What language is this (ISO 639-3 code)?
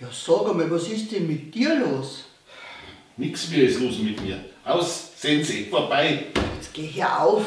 bar